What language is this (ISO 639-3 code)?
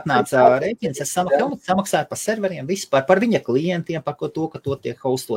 lav